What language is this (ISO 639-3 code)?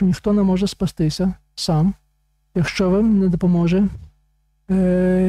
ukr